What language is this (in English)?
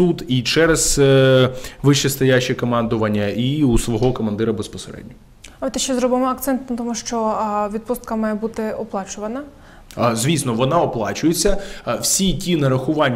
Ukrainian